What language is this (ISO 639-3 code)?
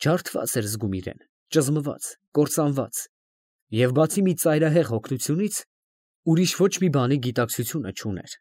hye